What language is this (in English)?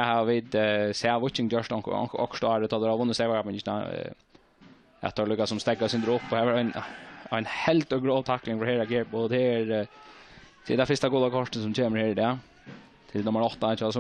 Faroese